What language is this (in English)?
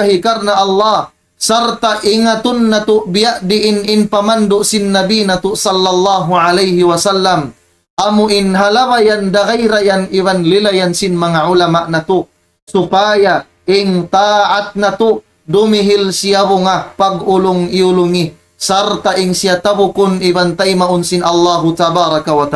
Tausug